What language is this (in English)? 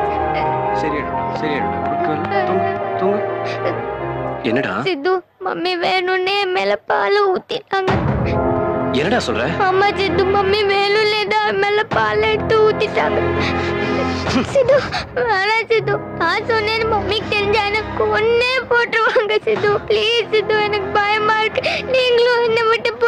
Tamil